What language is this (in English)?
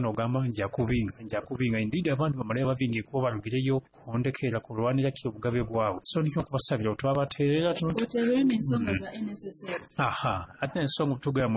Nyoro